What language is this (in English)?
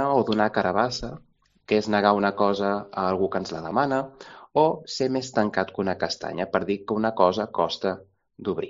Catalan